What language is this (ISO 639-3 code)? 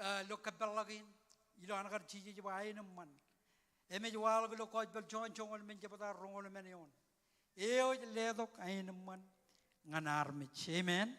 mah